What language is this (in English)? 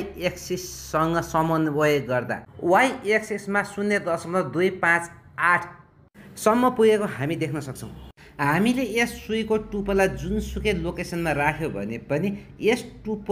Nepali